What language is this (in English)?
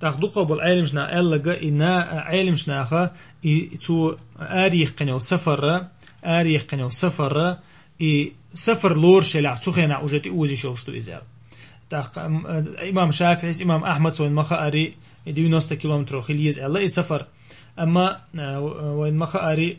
Chechen